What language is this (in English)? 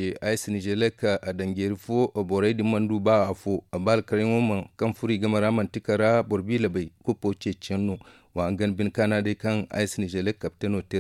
Zarma